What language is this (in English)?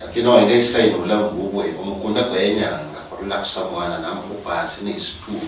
Luyia